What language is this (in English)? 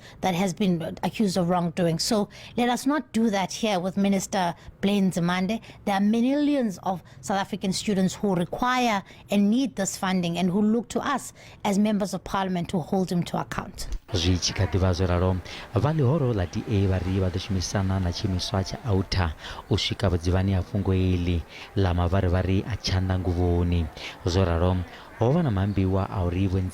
Venda